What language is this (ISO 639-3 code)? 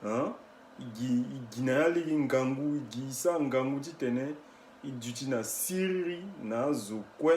sag